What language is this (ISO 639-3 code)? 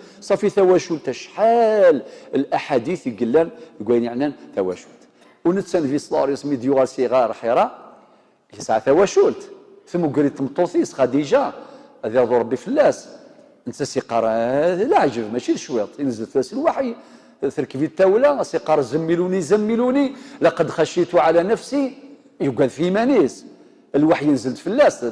kab